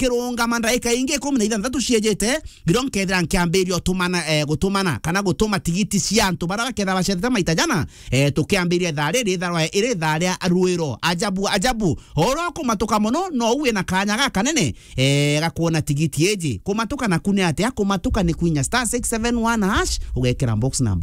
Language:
Meru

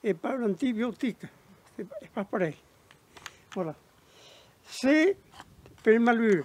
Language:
Occitan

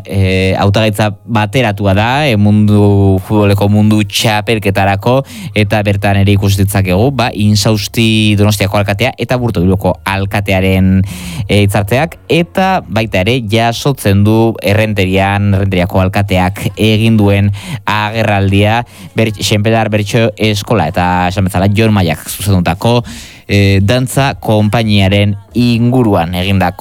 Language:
Basque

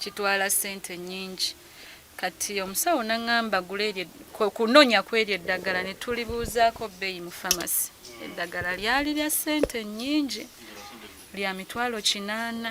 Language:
Ganda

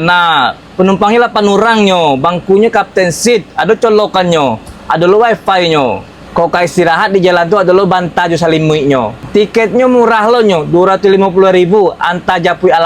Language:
Minangkabau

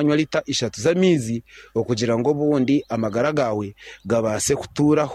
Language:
Nyankole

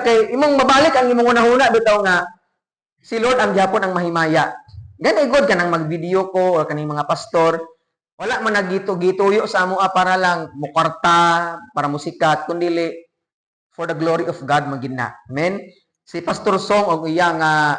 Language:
Cebuano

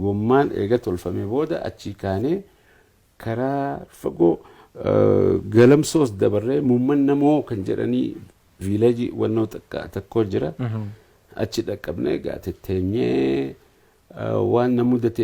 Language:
Oromo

